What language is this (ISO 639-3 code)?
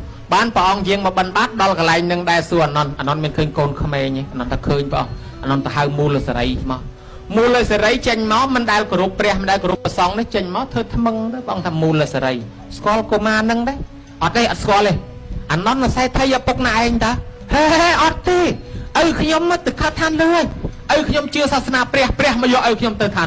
khm